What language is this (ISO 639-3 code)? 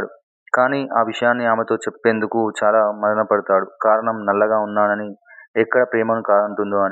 tel